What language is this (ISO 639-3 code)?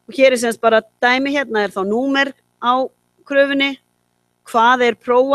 isl